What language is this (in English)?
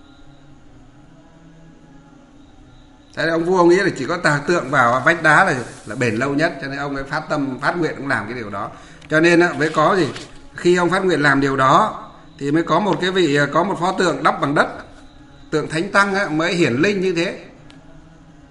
Vietnamese